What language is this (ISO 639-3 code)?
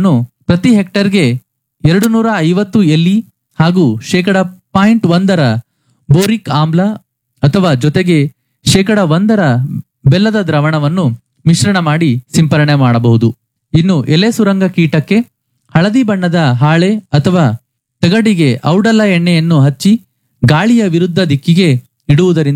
kan